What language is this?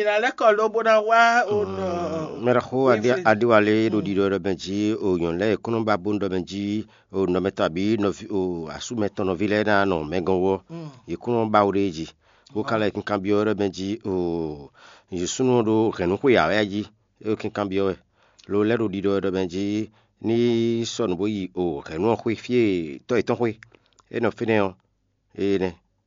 Fon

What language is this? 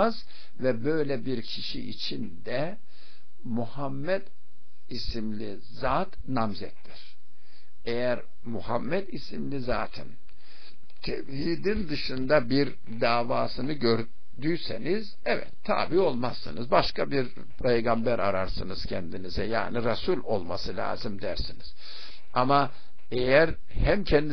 Turkish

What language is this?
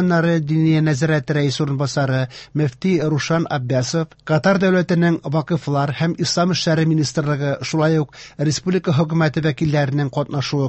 Tatar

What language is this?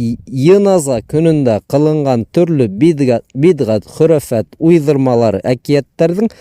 Bashkir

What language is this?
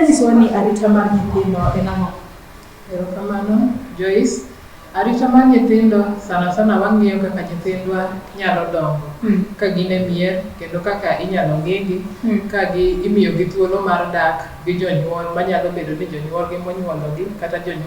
Luo (Kenya and Tanzania)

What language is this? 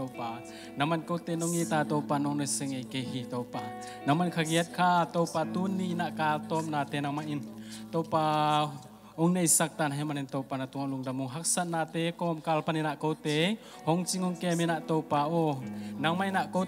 Tedim Chin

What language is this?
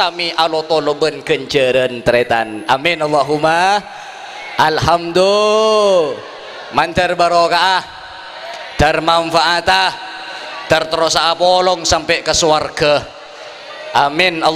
Madurese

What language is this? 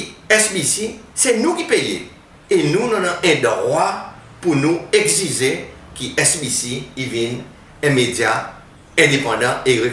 Seselwa Creole French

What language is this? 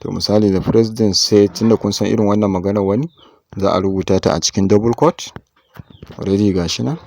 Hausa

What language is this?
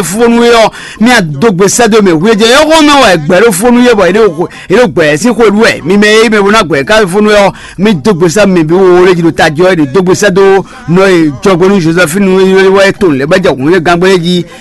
Fon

